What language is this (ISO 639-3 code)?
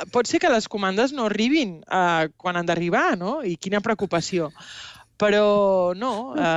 cat